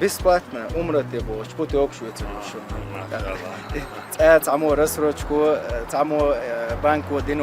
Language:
Chechen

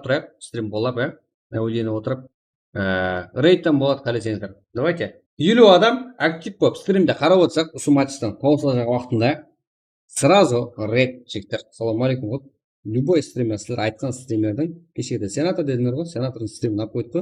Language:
Kara-Kalpak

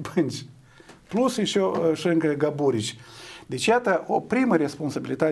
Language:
Romanian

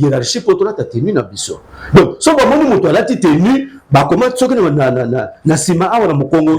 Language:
Lingala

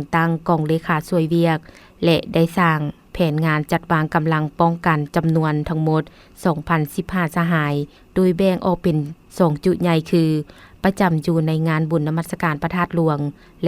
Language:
Lao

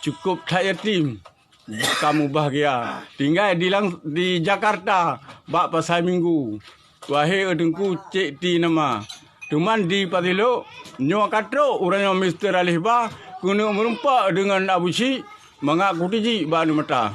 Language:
Achinese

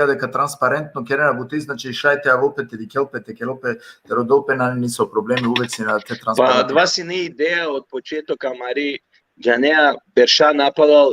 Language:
Balkan Romani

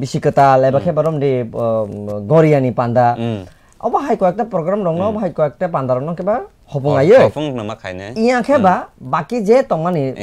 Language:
Kok Borok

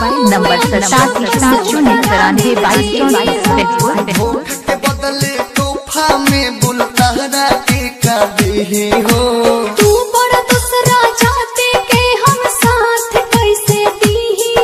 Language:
Bhojpuri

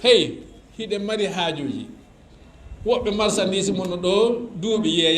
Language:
Fula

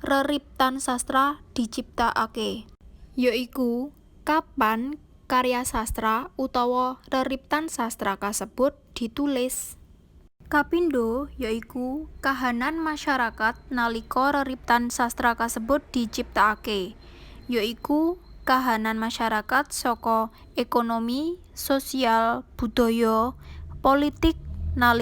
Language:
Javanese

